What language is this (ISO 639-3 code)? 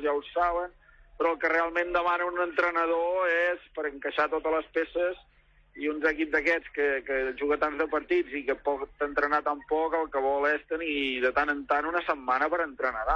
cat